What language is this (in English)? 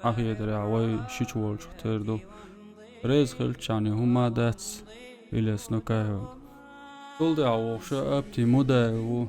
Chechen